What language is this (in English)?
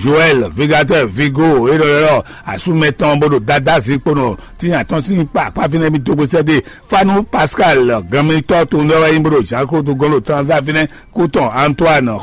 Fon